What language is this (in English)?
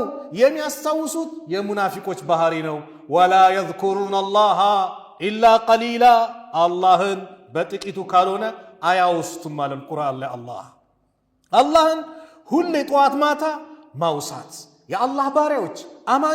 Amharic